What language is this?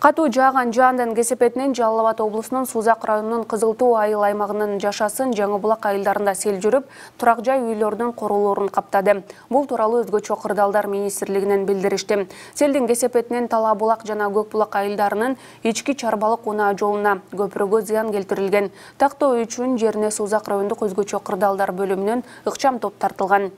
Kyrgyz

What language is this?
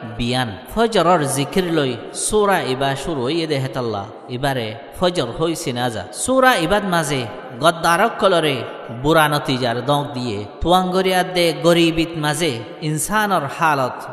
Rohingya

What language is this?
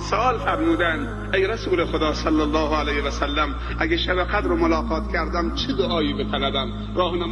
Persian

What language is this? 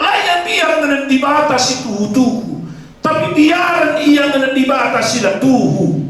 Batak Karo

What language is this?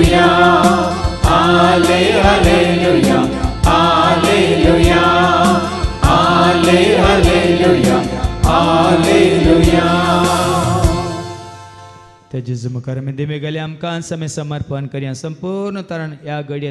Konkani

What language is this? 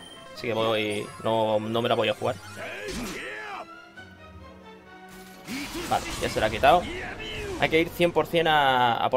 Spanish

